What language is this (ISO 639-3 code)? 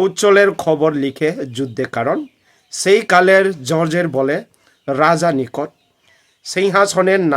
ria